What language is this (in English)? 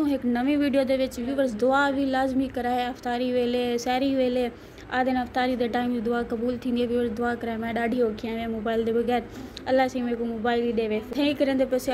Saraiki